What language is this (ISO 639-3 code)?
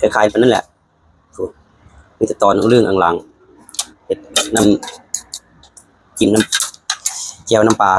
tts